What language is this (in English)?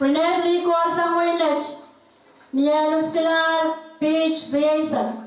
Pohnpeian